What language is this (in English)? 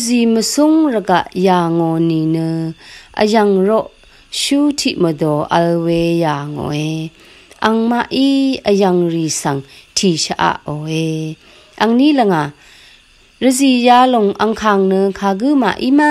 Rawang